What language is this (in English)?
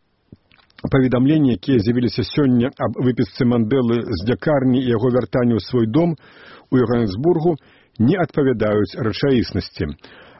Belarusian